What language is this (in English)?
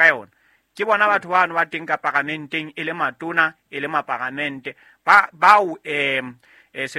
Southern Sotho